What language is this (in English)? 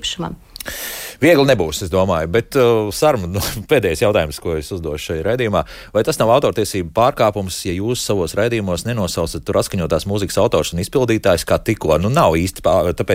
Latvian